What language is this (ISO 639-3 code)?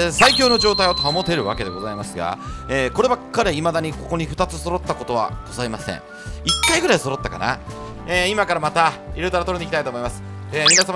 jpn